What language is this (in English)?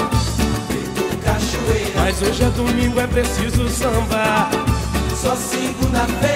Portuguese